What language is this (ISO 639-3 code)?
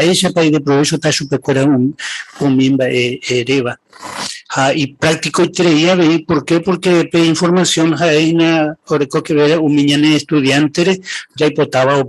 grn